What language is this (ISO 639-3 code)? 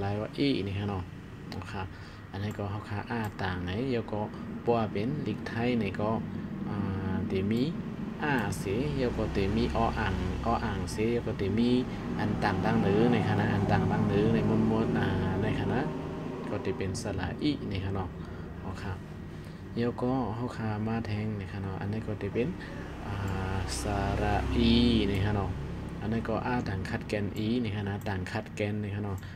shn